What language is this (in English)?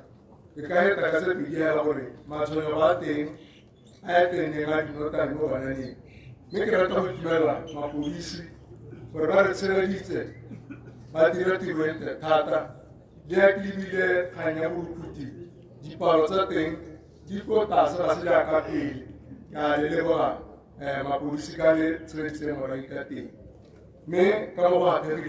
Tswana